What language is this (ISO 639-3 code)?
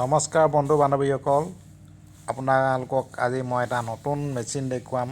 asm